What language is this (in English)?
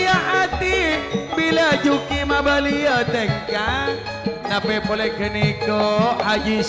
Madurese